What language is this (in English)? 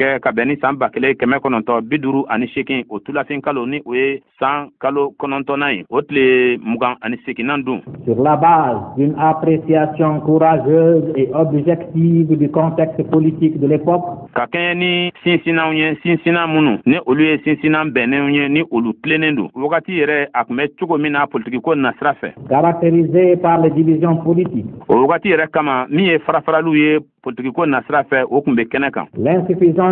Bambara